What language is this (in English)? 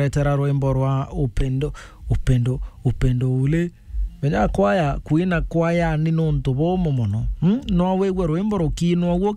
Meru